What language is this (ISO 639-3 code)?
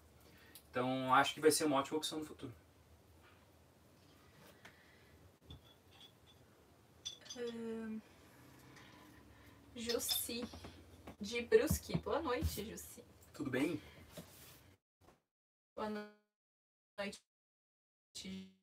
por